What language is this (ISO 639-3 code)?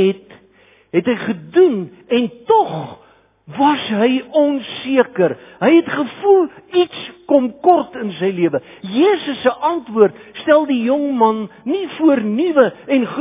afr